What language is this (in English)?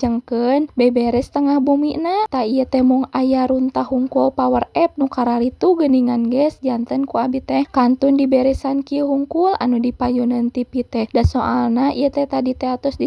Sundanese